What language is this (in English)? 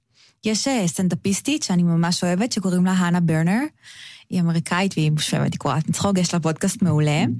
Hebrew